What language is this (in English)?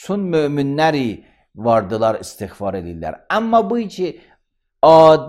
Azerbaijani